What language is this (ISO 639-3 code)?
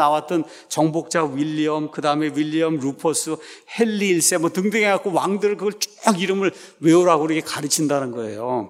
kor